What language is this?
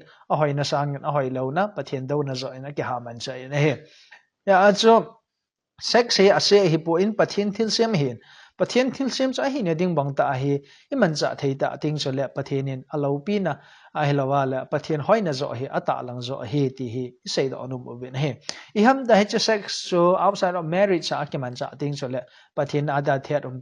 Thado Chin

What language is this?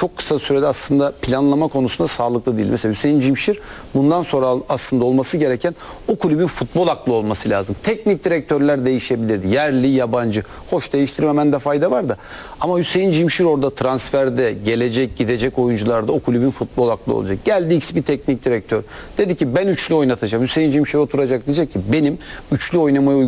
Turkish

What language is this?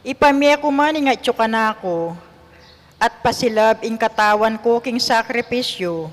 Pampanga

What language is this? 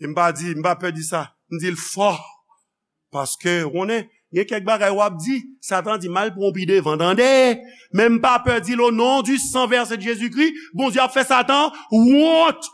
Haitian Creole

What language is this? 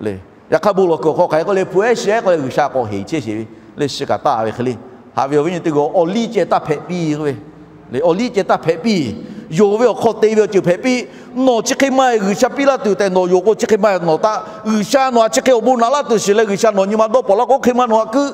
Lahu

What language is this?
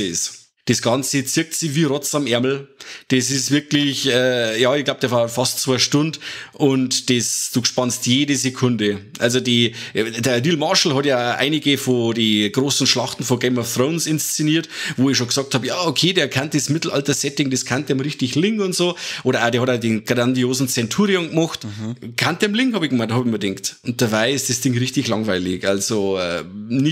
Bavarian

